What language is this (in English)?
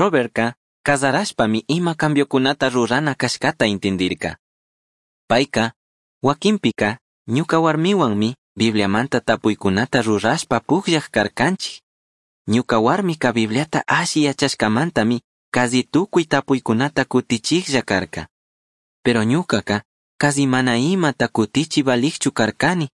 Chimborazo Highland Quichua